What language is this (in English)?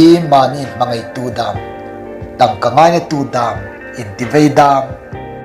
Hmar